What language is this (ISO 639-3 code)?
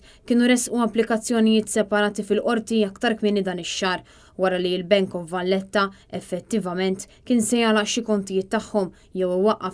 mlt